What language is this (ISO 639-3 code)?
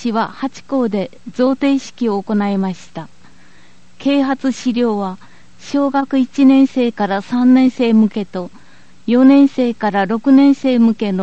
jpn